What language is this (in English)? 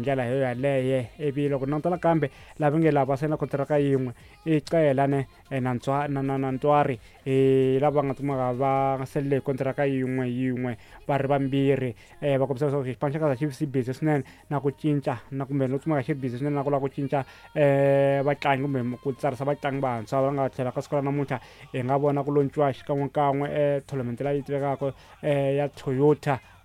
Tsonga